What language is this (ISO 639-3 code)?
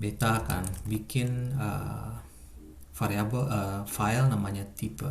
abs